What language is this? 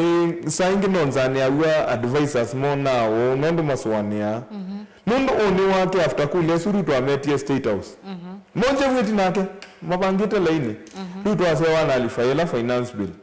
Kamba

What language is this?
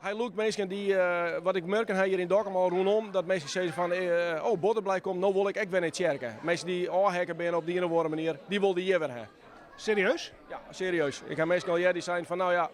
Western Frisian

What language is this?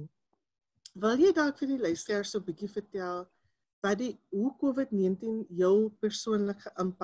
Afrikaans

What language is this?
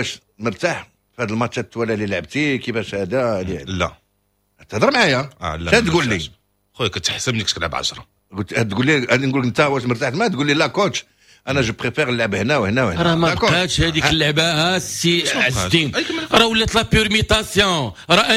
Moroccan Arabic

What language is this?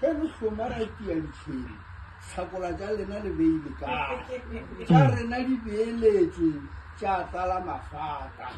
Northern Sotho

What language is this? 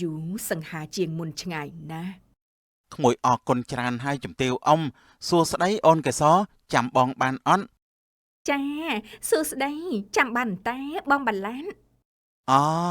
Khmer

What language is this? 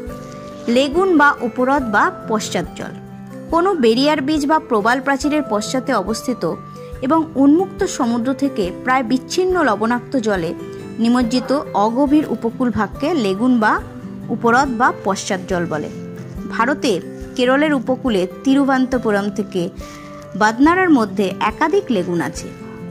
Bangla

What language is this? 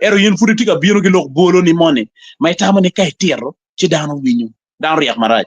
Acoli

